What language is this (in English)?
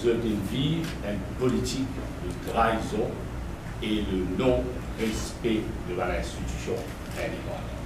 Morisyen